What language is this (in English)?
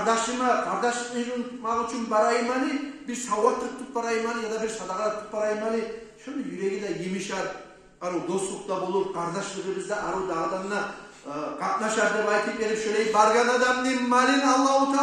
Kumyk